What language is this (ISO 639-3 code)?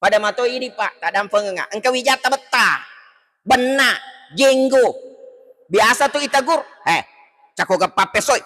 bug